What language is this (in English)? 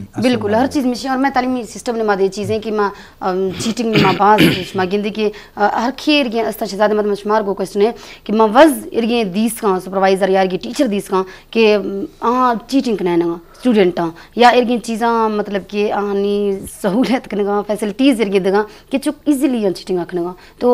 Eastern Balochi